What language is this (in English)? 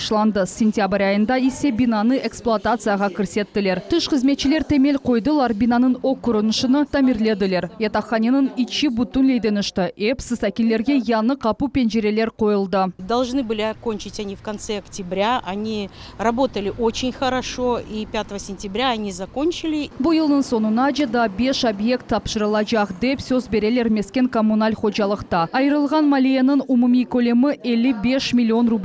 Crimean Tatar